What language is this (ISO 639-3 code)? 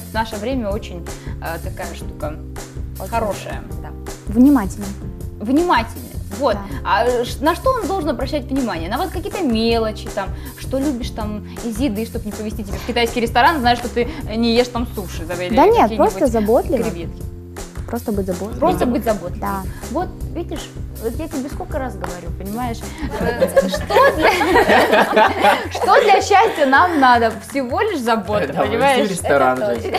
rus